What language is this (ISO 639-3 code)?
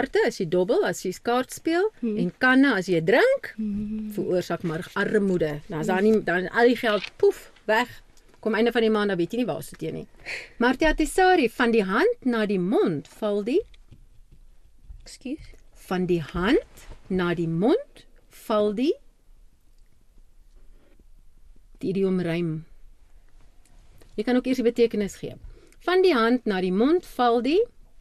afr